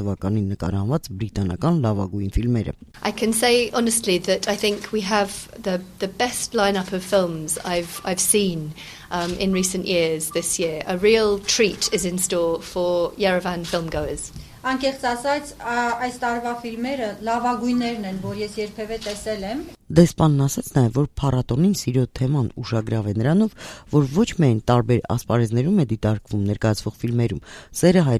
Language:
Armenian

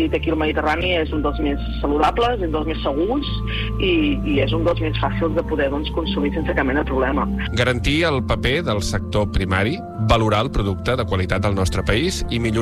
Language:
Catalan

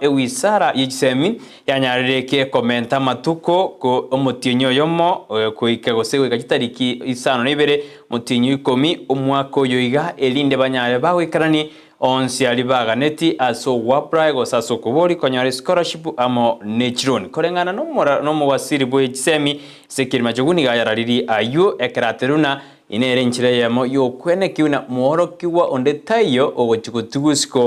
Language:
Gusii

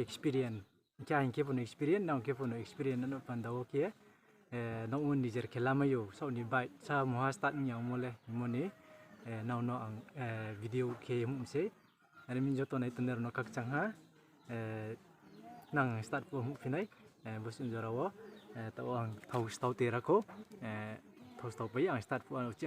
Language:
Riang (India)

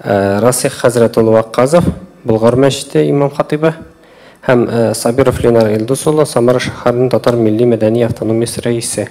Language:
Tatar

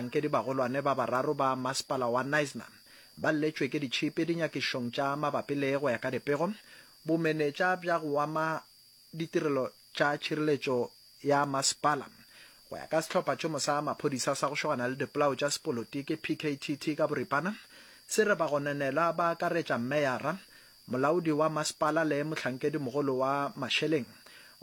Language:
Northern Sotho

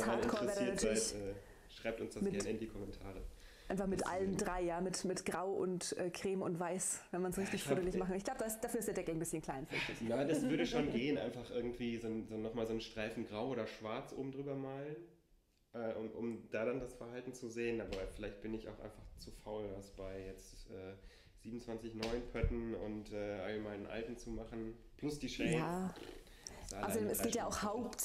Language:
German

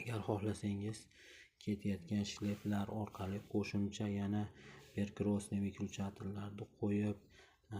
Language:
Uzbek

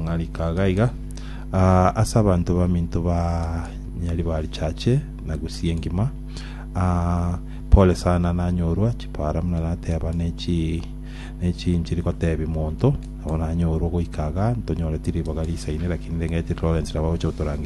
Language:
Gusii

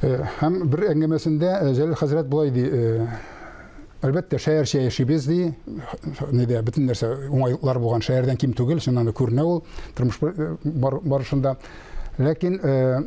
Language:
Tatar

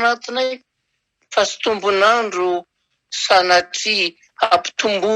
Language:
Malagasy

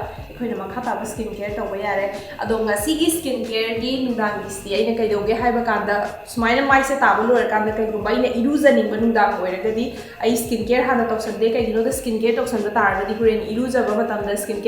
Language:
Manipuri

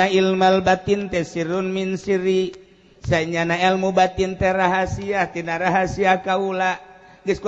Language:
Sundanese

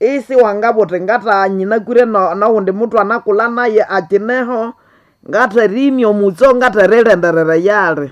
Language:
Nande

